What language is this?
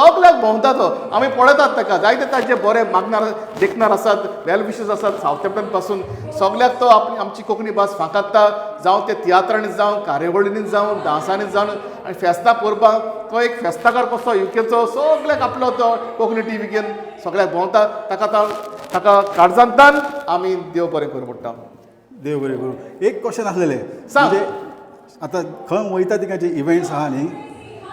Konkani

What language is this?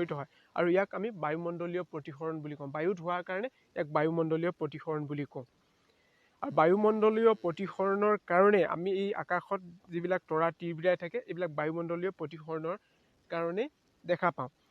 Assamese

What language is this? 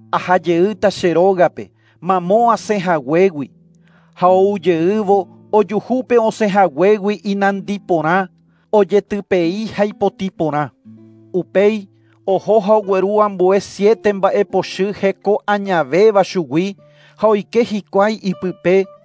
Guarani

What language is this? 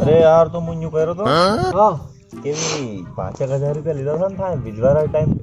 Rajasthani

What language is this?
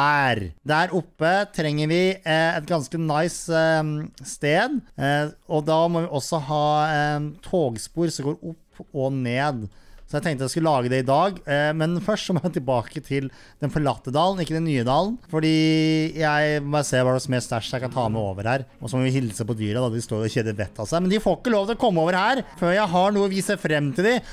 Norwegian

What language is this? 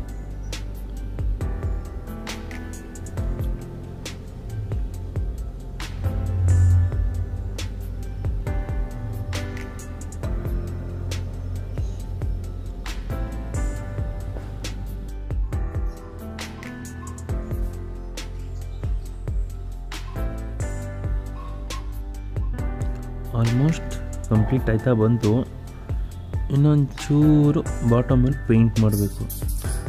Kannada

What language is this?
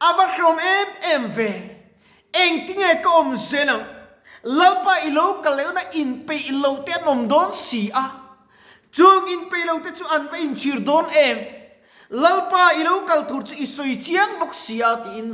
Mizo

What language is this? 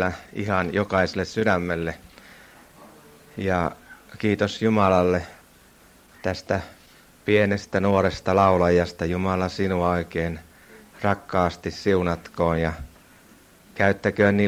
Finnish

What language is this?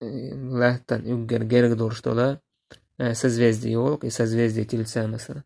Chechen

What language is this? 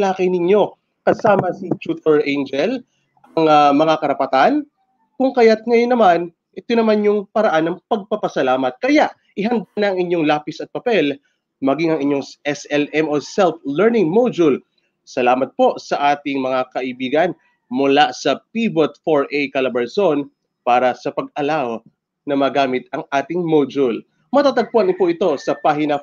Filipino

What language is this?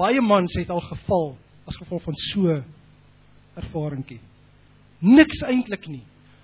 Afrikaans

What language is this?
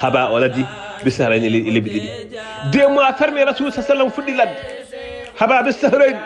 Fula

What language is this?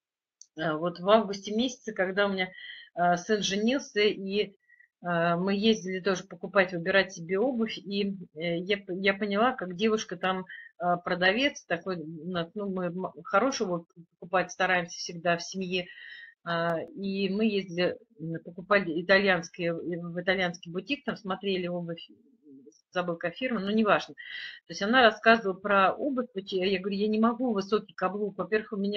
Russian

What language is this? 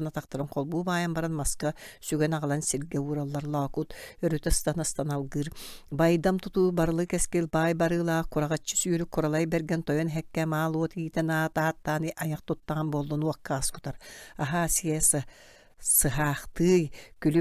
Yakut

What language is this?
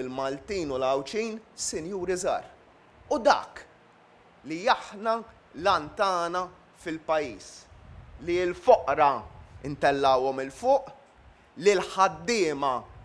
Maltese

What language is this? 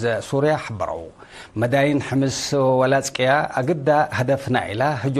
Tigre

